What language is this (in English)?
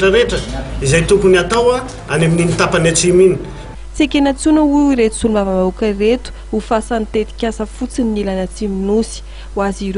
Malagasy